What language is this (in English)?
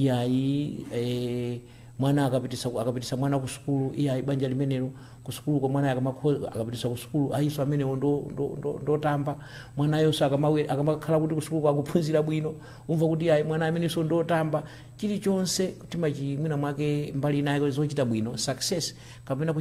Nyanja